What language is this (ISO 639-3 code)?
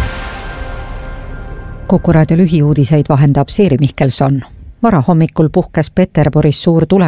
est